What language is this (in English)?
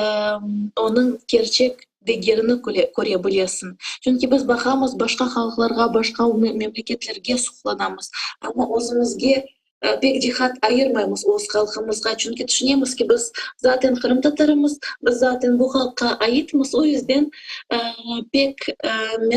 Crimean Tatar